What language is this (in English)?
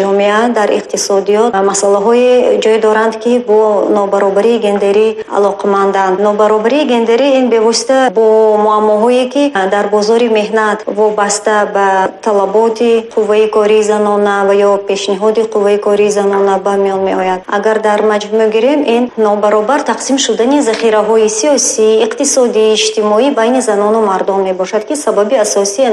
Tajik